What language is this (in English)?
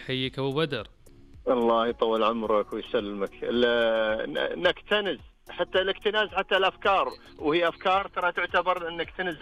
Najdi Arabic